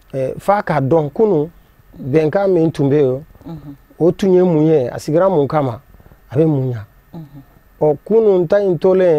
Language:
Bambara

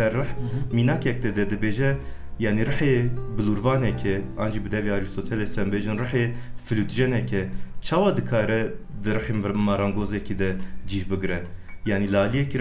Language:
Kurdish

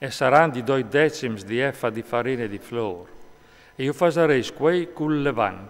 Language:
Friulian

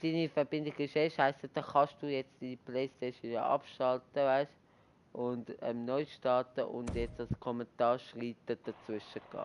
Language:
Swiss German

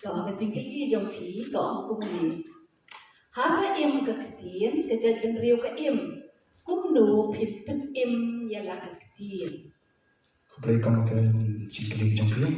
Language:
Khasi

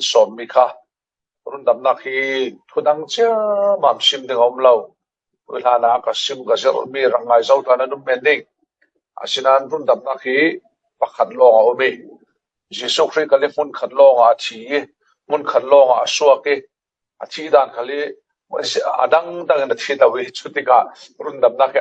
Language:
Falam Chin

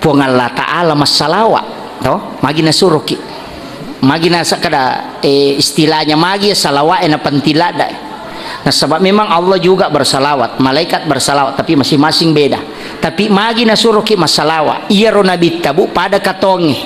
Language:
Buginese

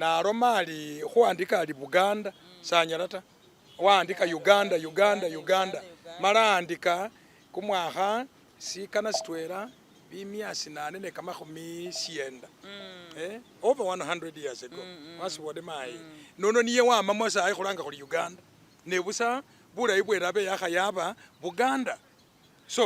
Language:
Masaaba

